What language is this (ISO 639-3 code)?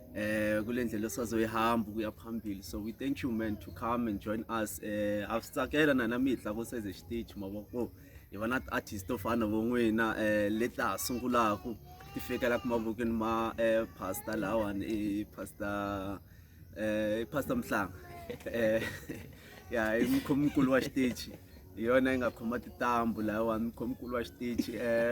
tso